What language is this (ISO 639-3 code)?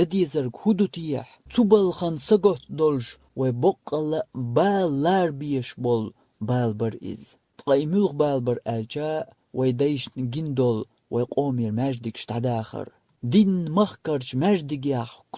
che